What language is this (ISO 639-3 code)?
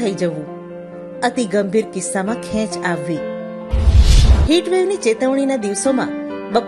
guj